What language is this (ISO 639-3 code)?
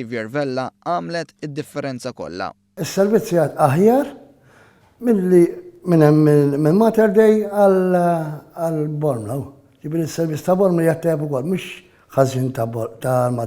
mlt